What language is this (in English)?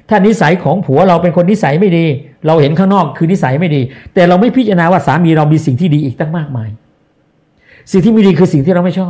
Thai